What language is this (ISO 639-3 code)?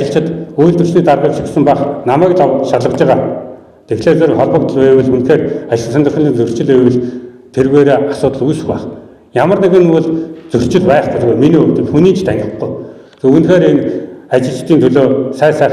mon